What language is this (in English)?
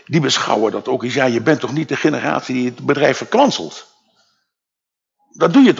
Dutch